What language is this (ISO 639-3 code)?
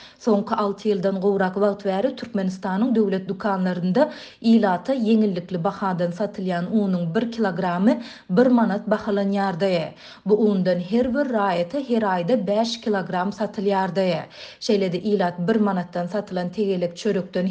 tuk